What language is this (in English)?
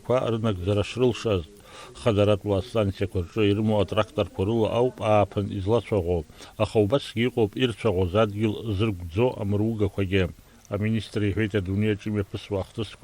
Abkhazian